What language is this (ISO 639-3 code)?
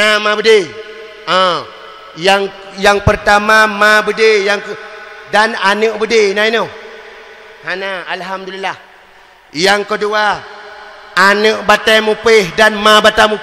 ace